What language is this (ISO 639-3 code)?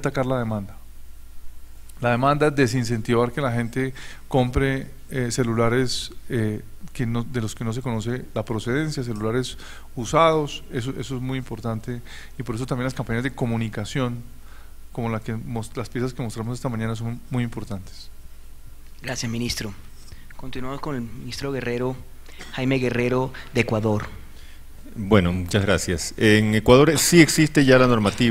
spa